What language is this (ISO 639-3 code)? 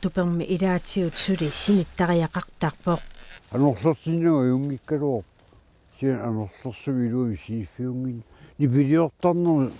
kal